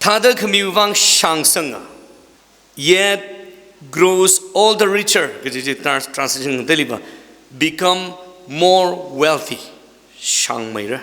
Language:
Tangkhul Naga (India)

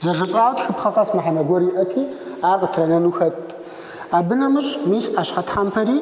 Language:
Kabardian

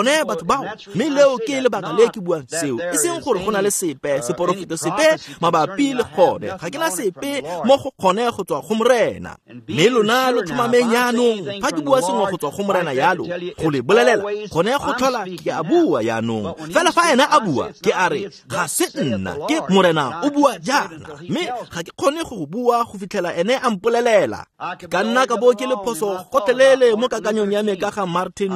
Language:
Tswana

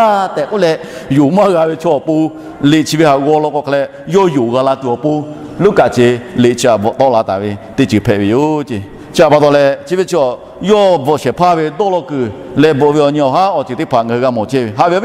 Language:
Lahu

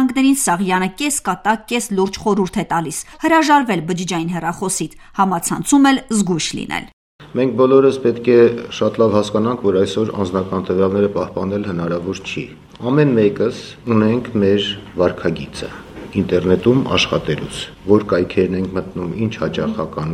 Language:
Armenian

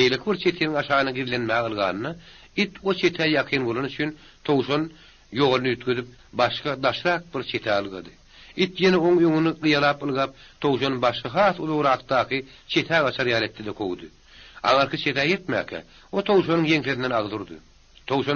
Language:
Turkmen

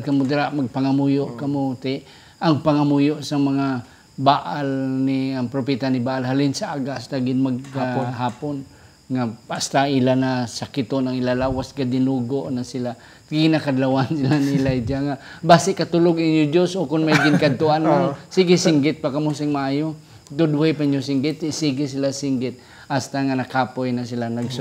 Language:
Hiligaynon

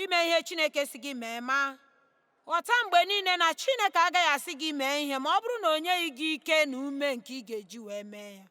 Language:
Igbo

